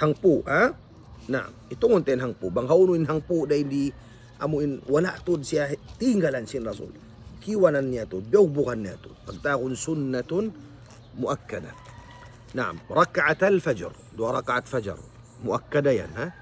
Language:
Tausug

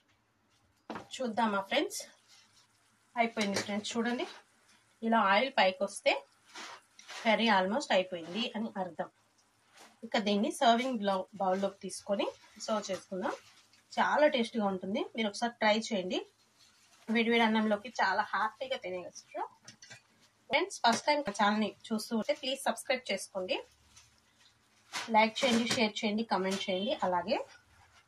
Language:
Telugu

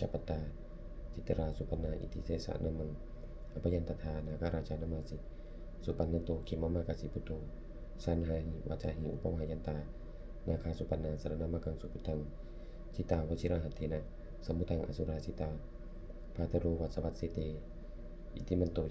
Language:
Pali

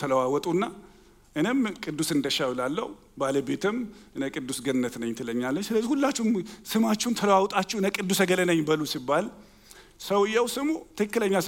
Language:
Amharic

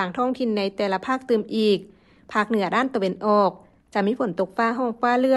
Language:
Lao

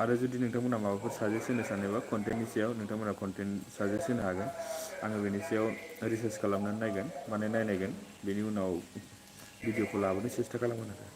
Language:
Bodo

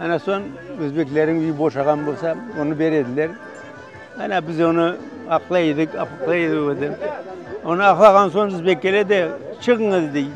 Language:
Crimean Tatar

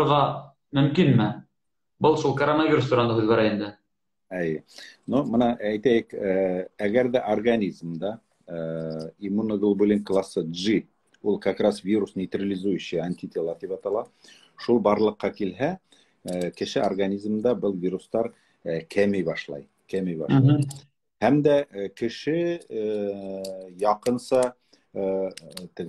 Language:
Bashkir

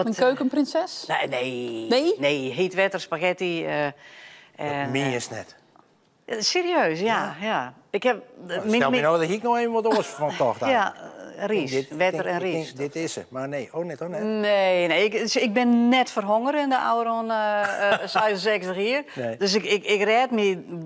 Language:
Western Frisian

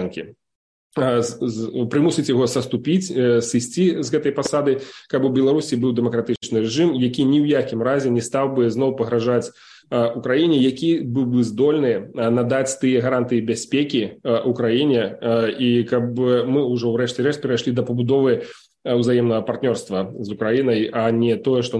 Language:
Belarusian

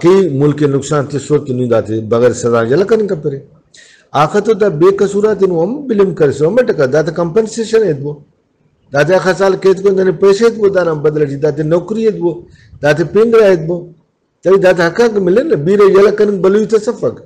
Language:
Brahui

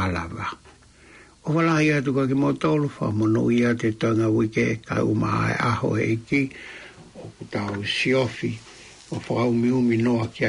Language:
Tongan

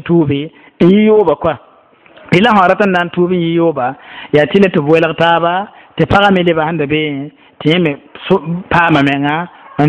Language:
Mossi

